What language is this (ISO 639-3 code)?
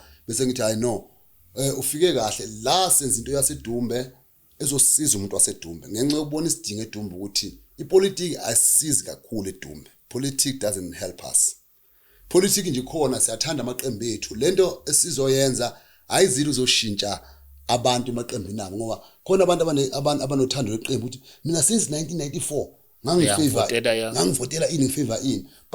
zul